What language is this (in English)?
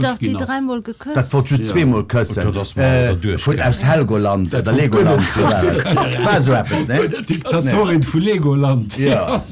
Luxembourgish